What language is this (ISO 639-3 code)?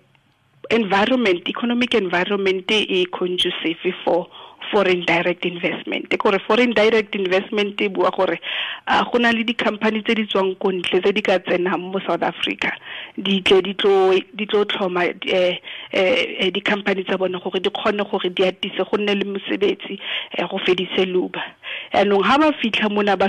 tsn